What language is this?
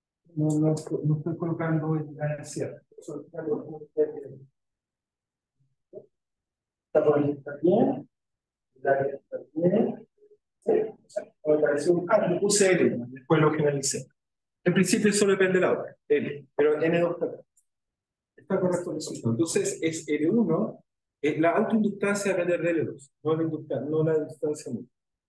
Spanish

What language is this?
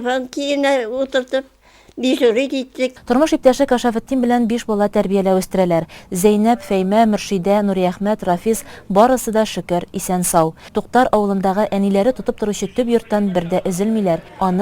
Tatar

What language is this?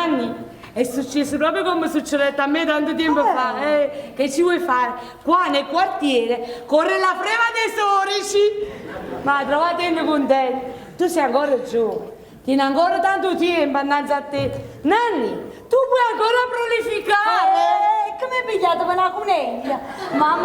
Neapolitan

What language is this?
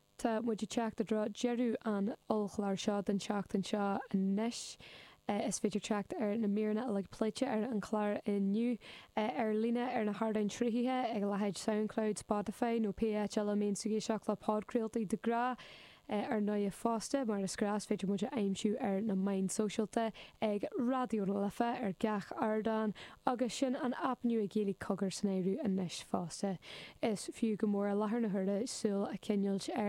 Irish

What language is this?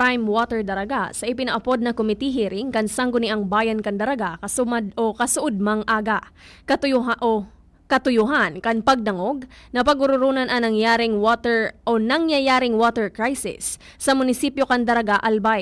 Bikol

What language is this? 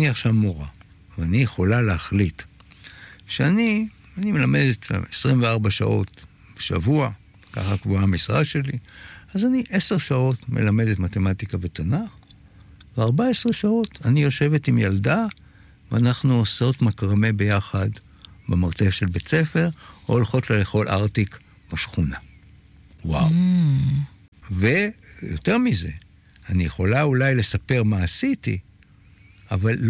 Hebrew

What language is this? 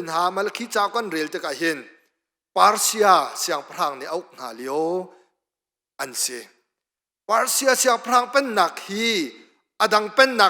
Hakha Chin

